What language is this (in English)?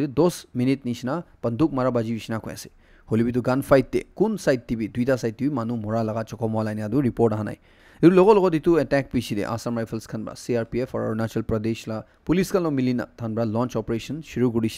Naga Pidgin